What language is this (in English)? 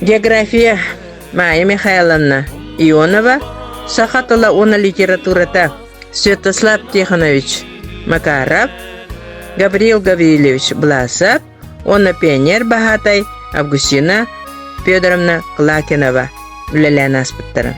Yakut